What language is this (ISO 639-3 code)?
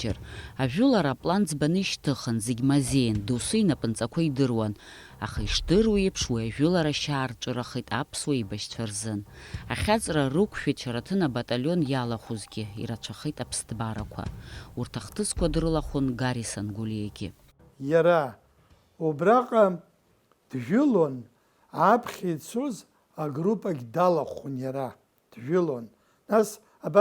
abk